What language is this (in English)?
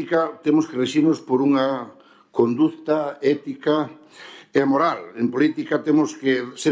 Galician